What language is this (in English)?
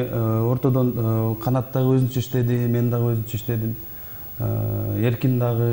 Kyrgyz